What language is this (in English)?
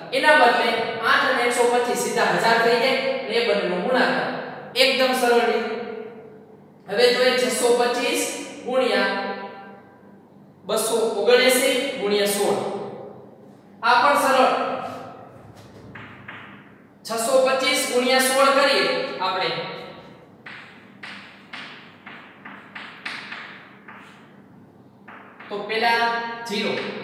Gujarati